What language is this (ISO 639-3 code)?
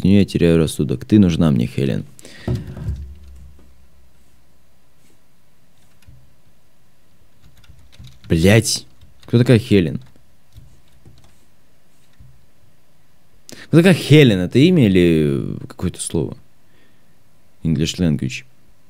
rus